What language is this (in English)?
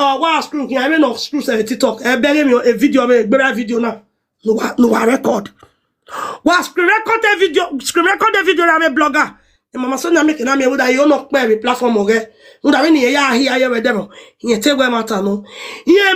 Nigerian Pidgin